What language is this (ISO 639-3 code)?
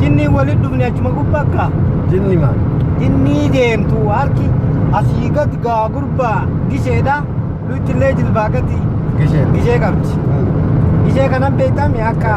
orm